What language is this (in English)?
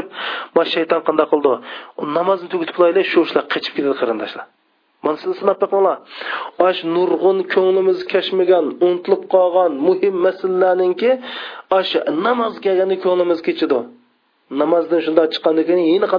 Uyghur